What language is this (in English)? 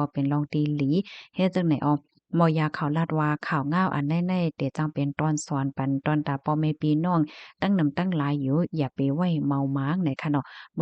Shan